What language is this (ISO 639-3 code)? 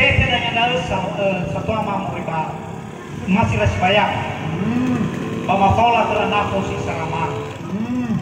nia